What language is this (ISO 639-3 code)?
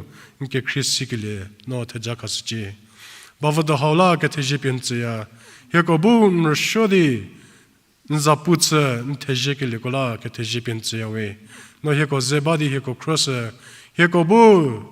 njm